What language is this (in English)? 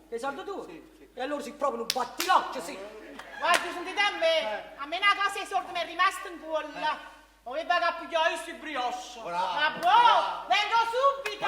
Neapolitan